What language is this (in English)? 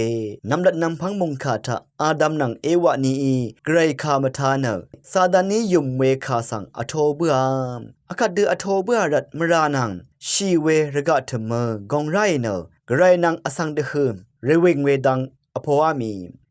Rawang